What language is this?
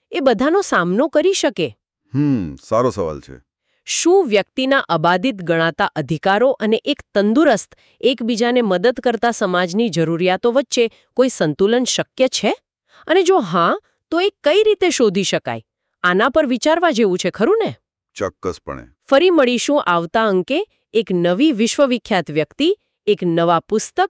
Gujarati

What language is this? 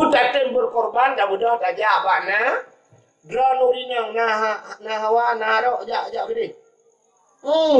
Achinese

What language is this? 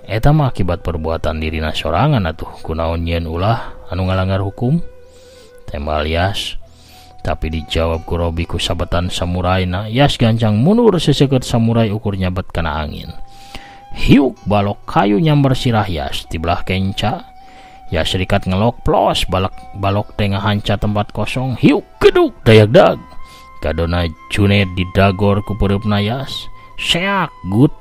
Sundanese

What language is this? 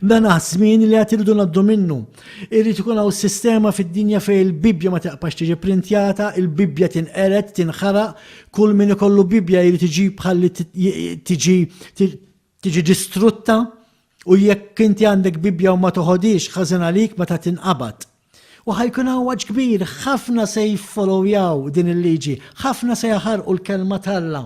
Maltese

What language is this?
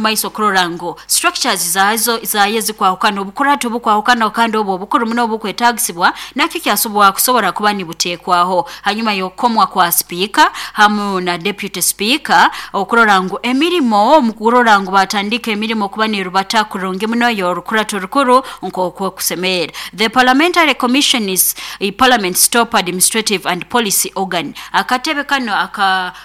Nyoro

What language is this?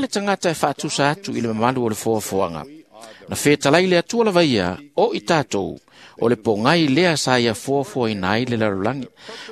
Samoan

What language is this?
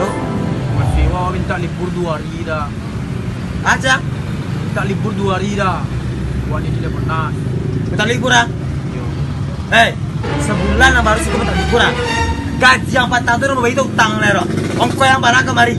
Minangkabau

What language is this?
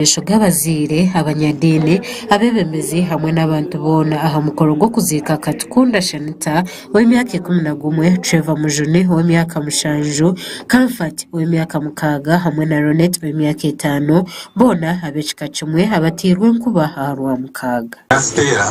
Nyankole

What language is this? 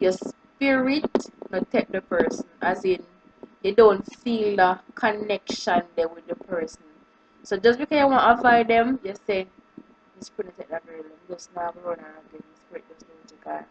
Jamaican Creole English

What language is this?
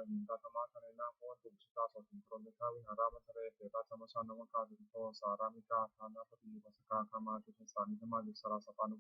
Pali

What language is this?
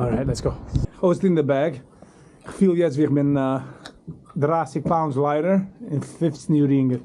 Yiddish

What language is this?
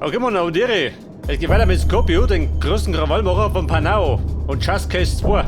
Bavarian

